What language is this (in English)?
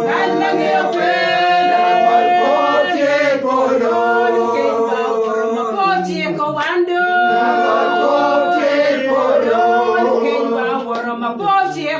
Acoli